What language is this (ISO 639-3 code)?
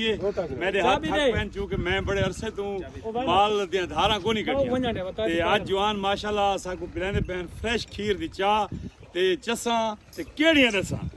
skr